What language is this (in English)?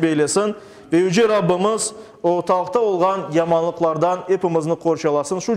Crimean Tatar